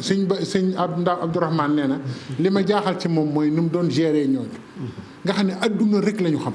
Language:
Wolof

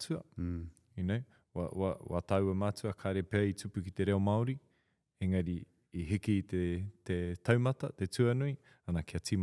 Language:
Māori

